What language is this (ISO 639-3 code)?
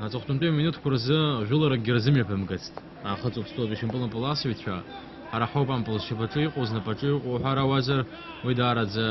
abk